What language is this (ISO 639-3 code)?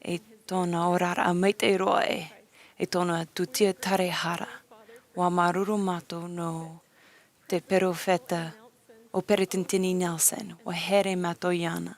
tah